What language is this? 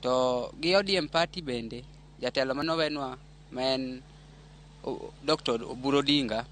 Luo (Kenya and Tanzania)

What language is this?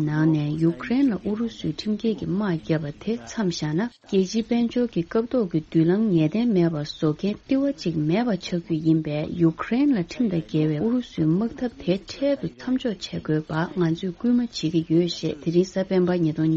Tibetan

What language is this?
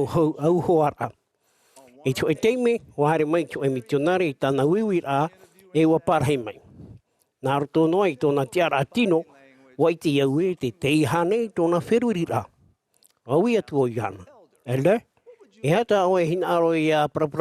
Tahitian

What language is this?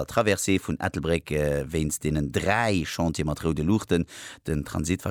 Luxembourgish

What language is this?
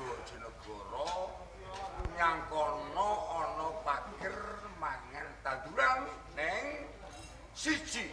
Javanese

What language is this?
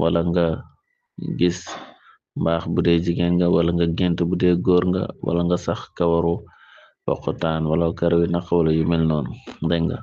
Wolof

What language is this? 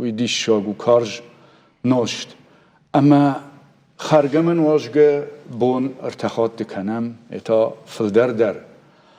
Ossetic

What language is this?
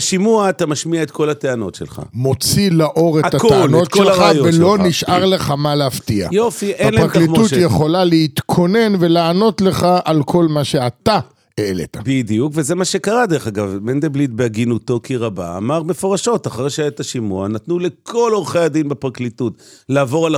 Hebrew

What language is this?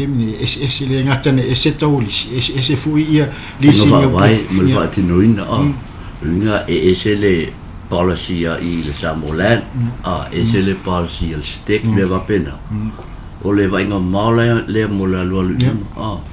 Samoan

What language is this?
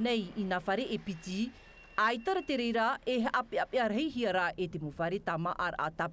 Tahitian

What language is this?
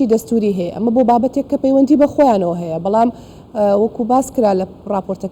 Central Kurdish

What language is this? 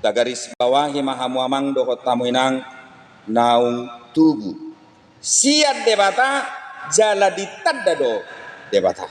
Batak Toba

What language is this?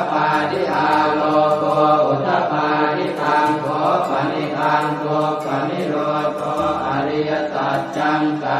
Pali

